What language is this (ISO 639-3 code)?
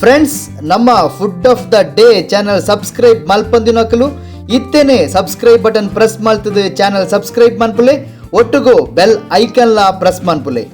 tcy